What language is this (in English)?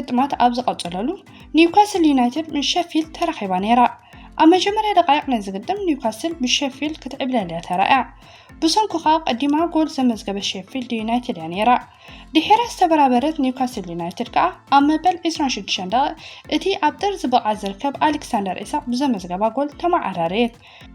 Tigrinya